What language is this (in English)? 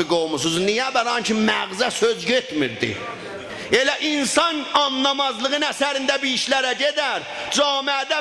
South Azerbaijani